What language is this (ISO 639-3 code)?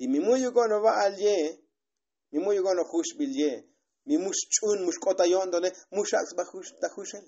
tzo